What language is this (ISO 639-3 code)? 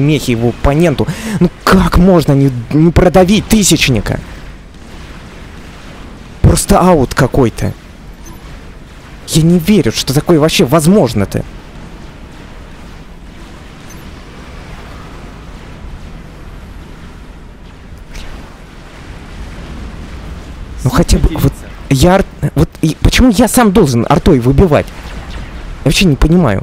rus